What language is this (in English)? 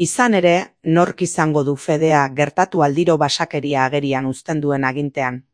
Basque